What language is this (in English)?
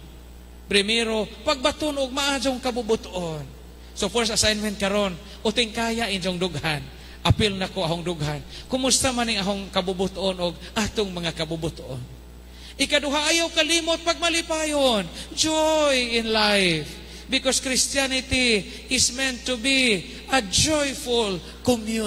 Cebuano